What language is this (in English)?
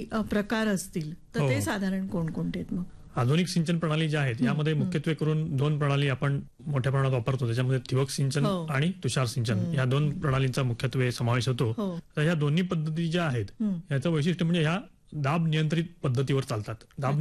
Marathi